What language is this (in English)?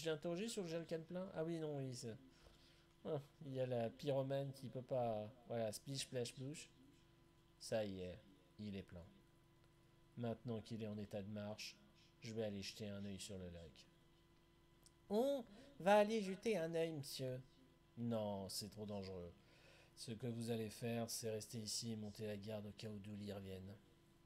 French